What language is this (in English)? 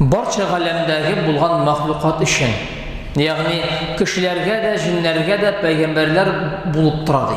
Tatar